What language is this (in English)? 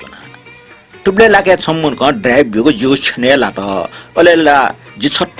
Newari